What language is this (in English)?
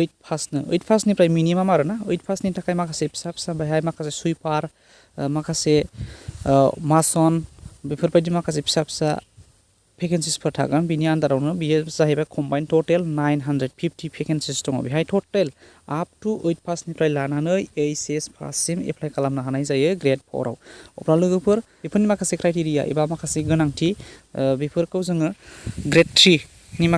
Bodo